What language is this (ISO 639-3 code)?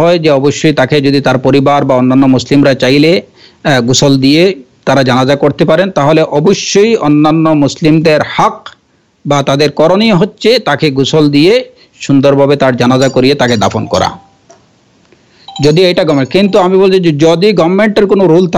ben